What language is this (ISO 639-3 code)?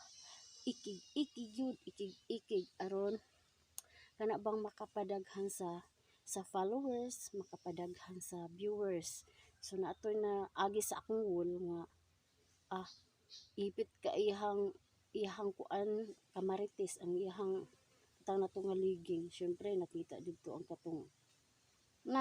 ceb